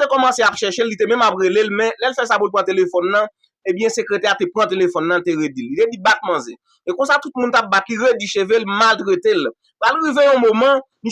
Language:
Haitian Creole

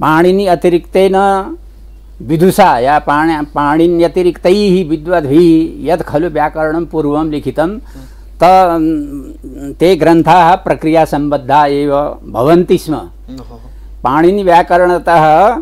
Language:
Sanskrit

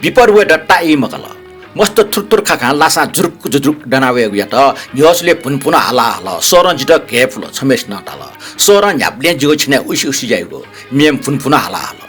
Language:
Newari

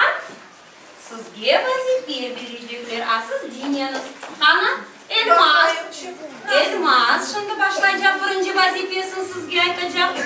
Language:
Crimean Tatar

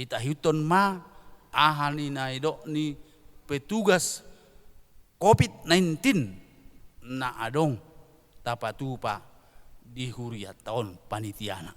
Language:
Batak Toba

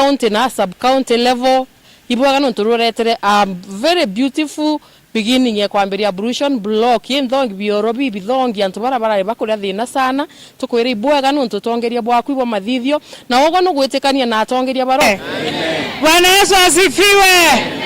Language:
Meru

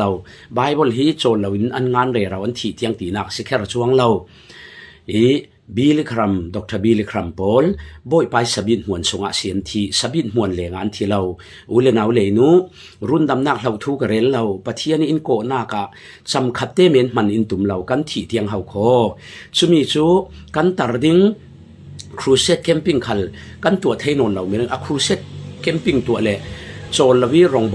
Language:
Falam Chin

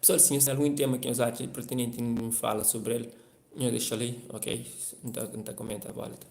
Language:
Kabuverdianu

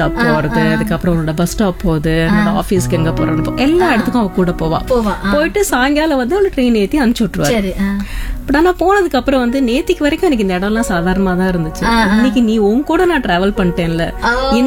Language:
Tamil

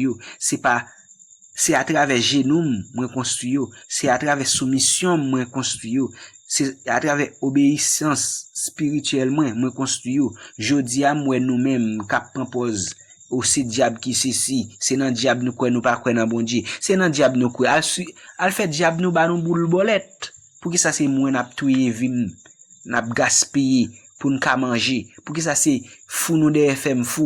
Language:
Haitian Creole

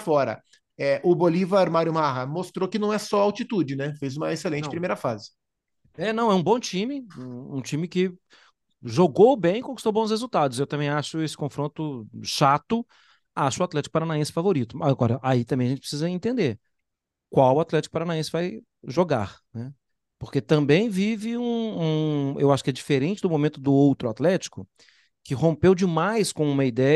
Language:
Portuguese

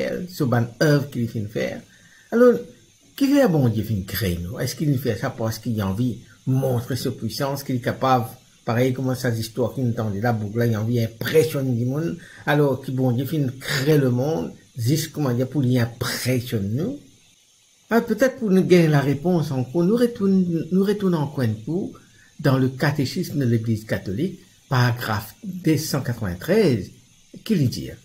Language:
Morisyen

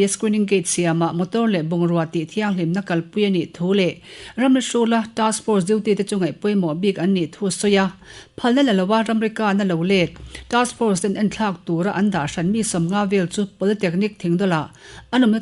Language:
Mizo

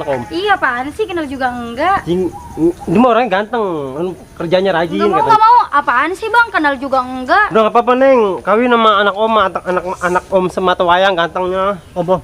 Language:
Betawi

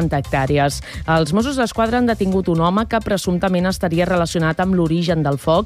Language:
Catalan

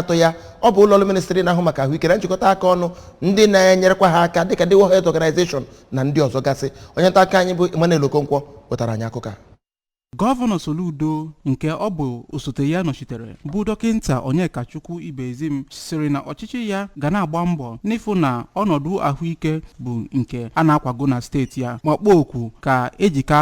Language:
Igbo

